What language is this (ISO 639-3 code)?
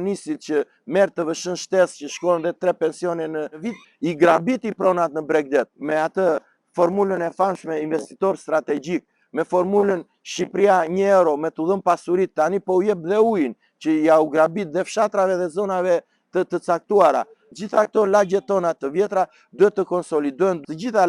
sqi